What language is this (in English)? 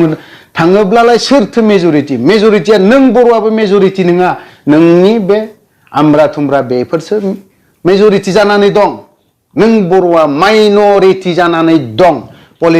Bodo